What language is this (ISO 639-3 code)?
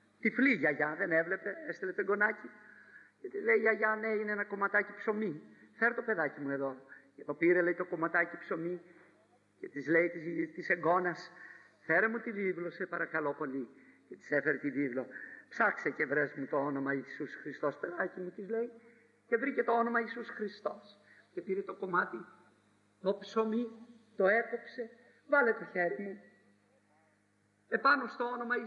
ell